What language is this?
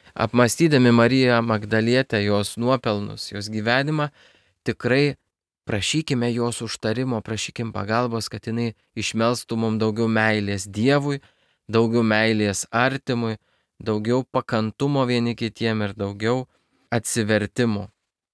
Lithuanian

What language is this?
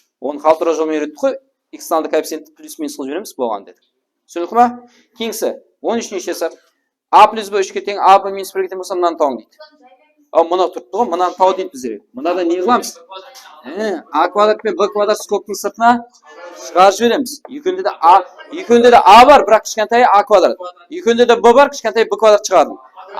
Kara-Kalpak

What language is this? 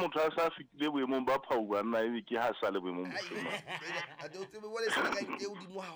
Southern Sotho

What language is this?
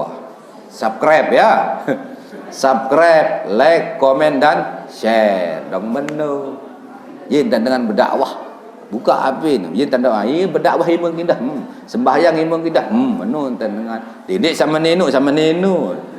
Sasak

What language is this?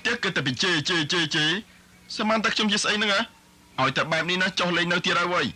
Khmer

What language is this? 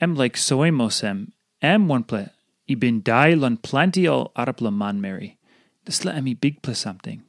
Tok Pisin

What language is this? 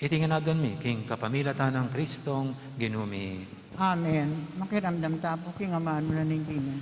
Pampanga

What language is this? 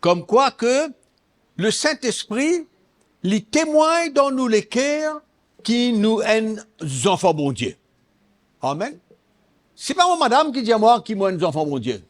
Morisyen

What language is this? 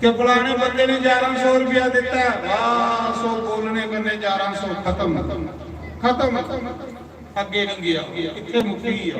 Dogri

